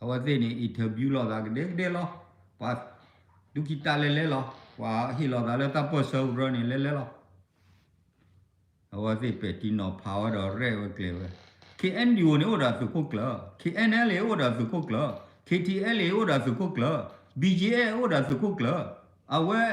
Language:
S'gaw Karen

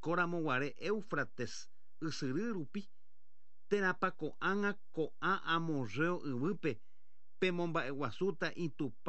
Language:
Guarani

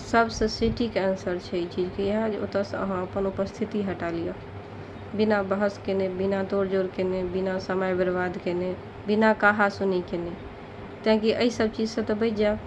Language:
Maithili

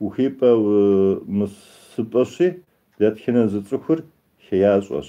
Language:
Kabardian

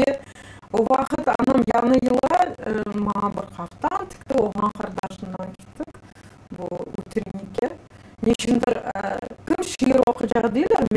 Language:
Crimean Tatar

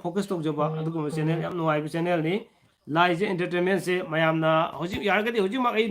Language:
Manipuri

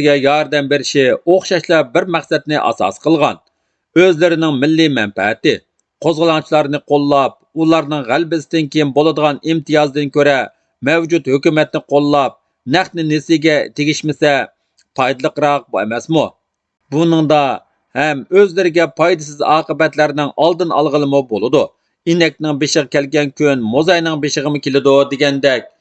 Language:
Uyghur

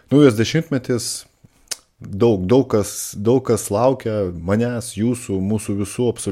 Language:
Lithuanian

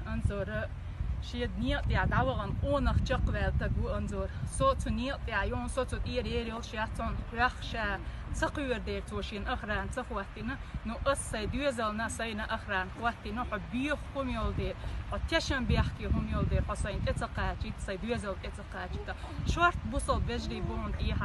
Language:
Chechen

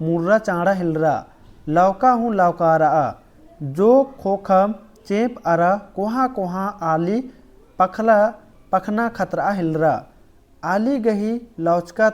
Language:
Kurukh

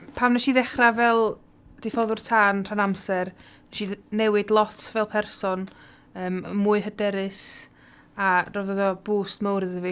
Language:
Welsh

